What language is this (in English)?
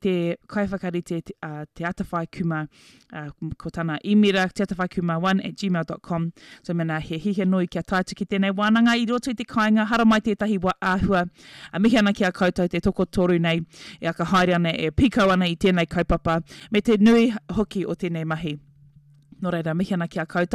Māori